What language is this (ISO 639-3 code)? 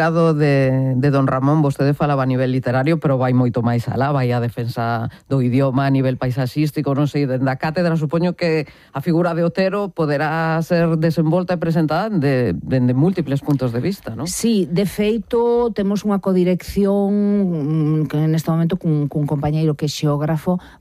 glg